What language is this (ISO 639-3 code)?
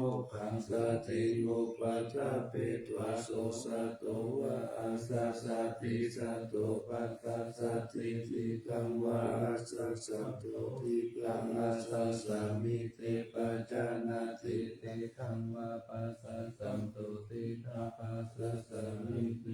pli